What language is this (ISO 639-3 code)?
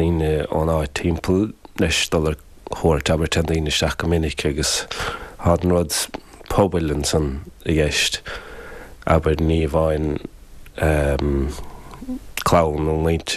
gle